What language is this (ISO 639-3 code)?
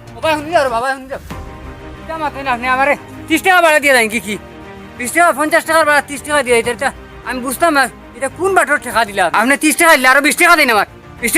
syl